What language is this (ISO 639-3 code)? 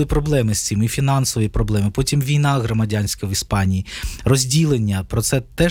ukr